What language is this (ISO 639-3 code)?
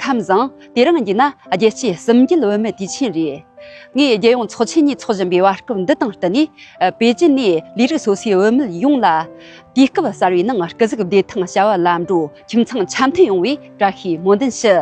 bod